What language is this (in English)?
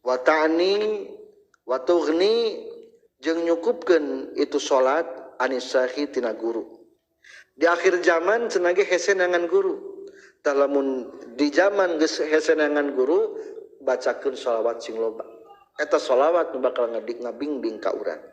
Sundanese